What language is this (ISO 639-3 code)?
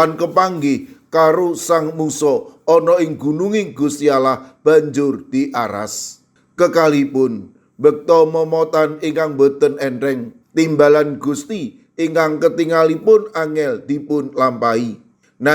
jav